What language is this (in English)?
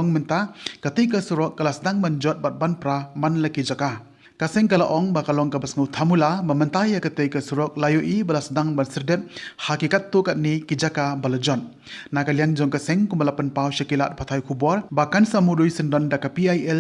Khasi